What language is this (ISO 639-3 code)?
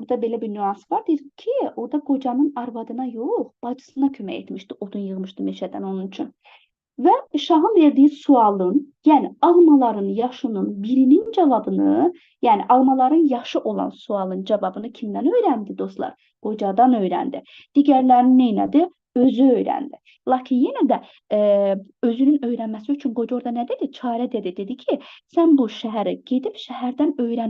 aze